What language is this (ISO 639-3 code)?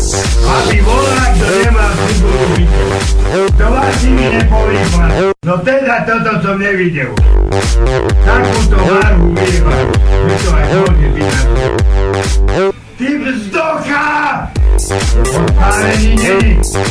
slk